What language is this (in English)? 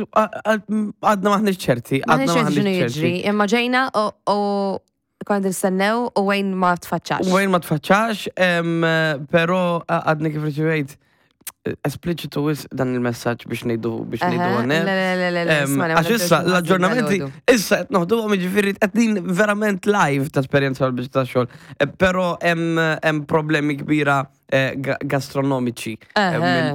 Maltese